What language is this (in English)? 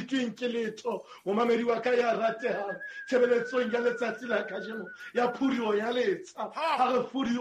Southern Sotho